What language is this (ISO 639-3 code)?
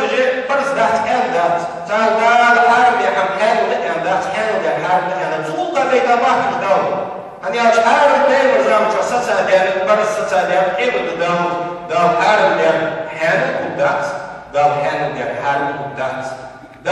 inh